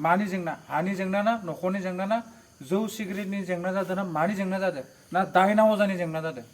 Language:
Bodo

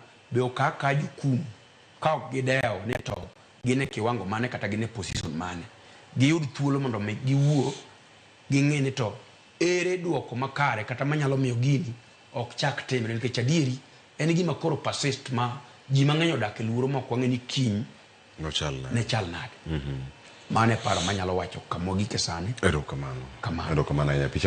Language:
Luo (Kenya and Tanzania)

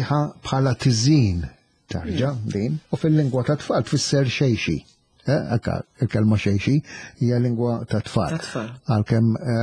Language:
Maltese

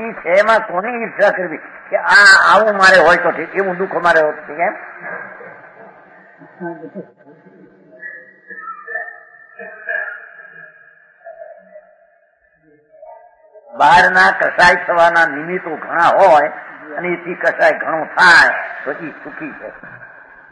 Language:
Gujarati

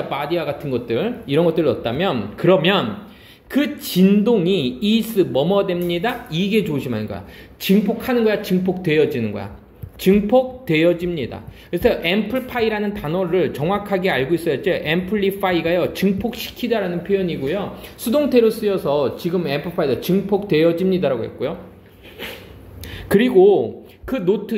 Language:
Korean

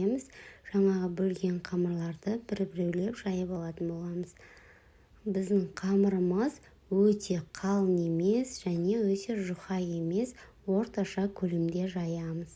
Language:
Kazakh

